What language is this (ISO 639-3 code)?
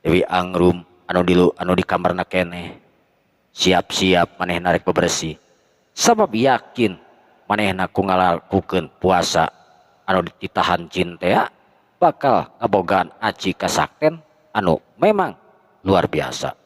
sun